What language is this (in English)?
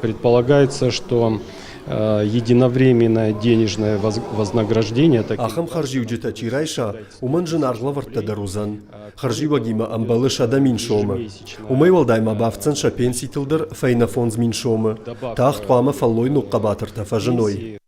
Ossetic